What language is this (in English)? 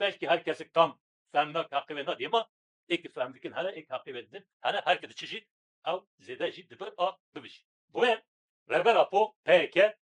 Kurdish